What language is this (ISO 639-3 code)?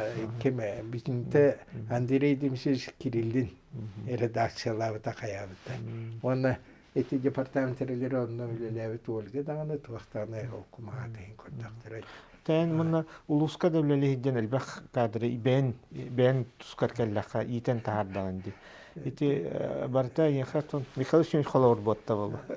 sah